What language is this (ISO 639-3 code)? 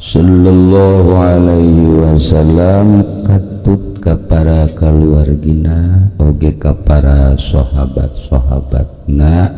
sun